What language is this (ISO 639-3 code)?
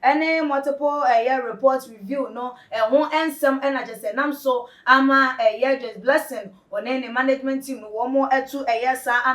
aka